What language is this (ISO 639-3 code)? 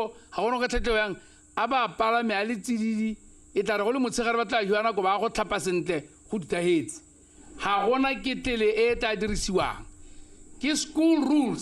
tsn